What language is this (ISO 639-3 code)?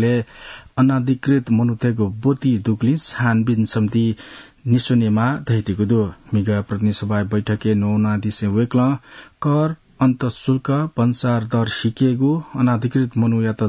new